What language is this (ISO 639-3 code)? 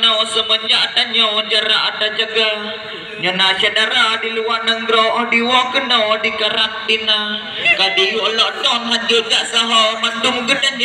ace